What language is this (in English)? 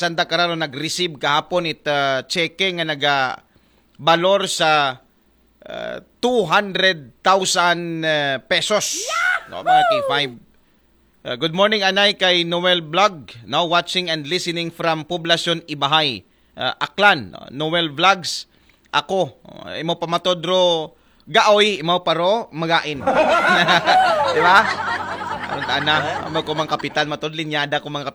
Aklanon